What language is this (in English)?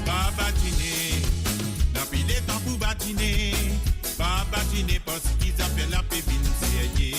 Morisyen